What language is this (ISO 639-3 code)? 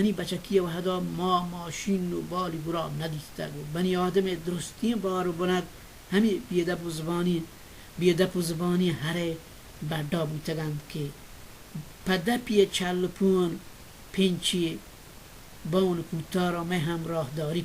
bal